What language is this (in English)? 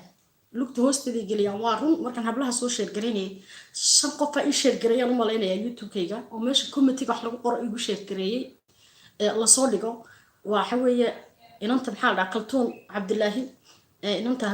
Somali